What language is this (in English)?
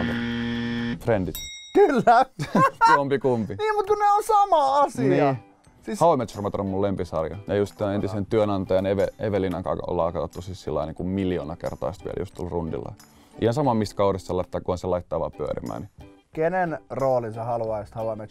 Finnish